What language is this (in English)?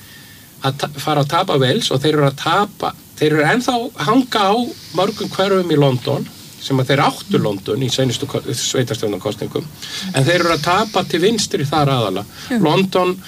Icelandic